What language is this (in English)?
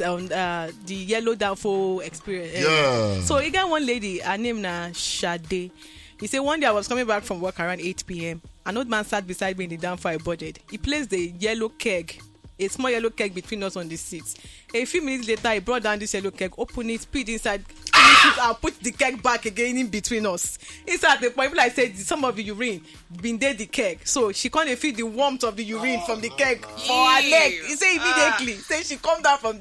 Nigerian Pidgin